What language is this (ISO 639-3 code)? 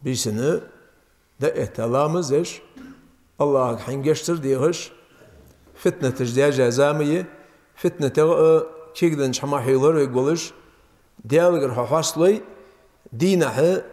inh